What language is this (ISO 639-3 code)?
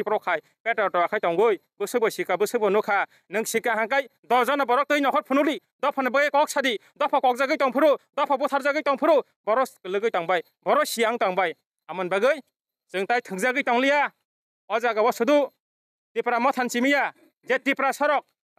trp